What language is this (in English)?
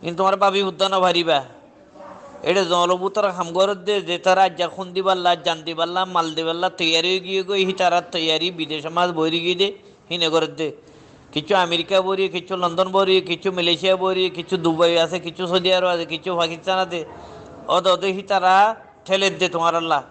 Rohingya